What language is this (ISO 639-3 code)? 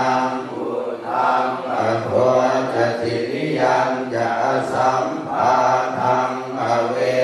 pli